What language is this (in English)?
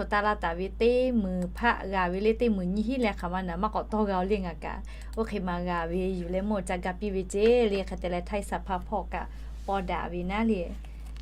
Lahu